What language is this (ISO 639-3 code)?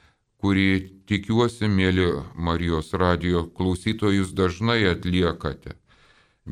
lit